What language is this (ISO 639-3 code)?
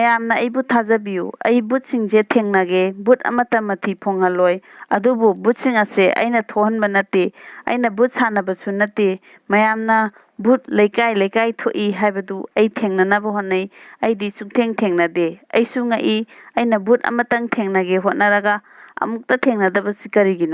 mni